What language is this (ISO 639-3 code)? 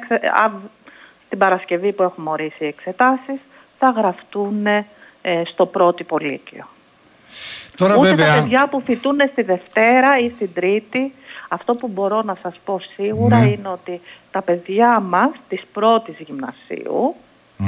ell